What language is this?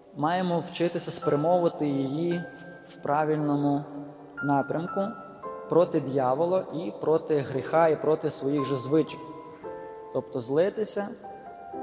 Ukrainian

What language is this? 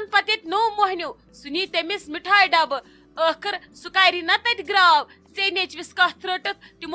Kashmiri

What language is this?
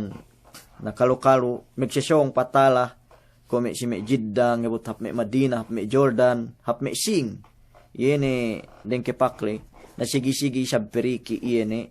Yakan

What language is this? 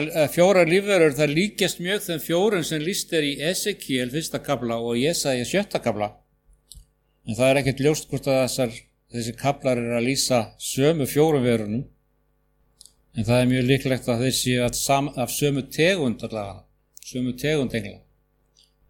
Icelandic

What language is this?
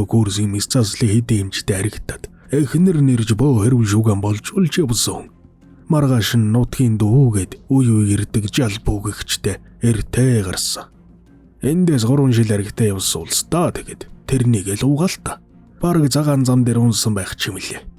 Mongolian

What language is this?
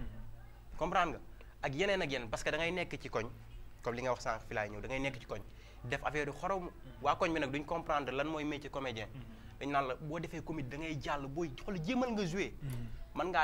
Wolof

